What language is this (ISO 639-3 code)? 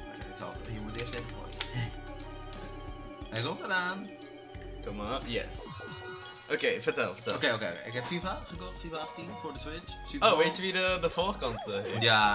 nld